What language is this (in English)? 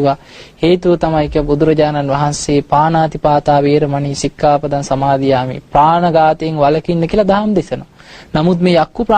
Sinhala